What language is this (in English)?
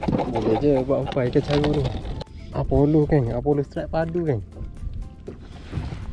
Malay